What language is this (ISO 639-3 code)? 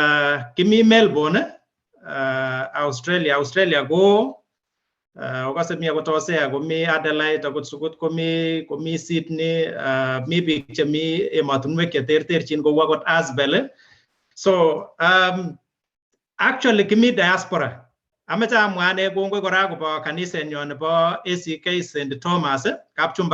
kln